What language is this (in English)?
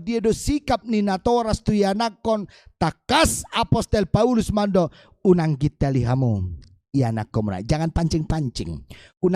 Batak Toba